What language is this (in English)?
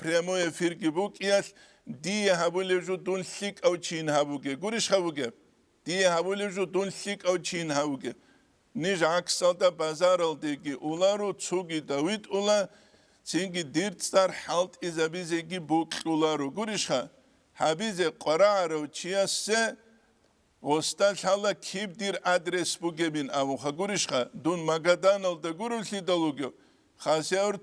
Avaric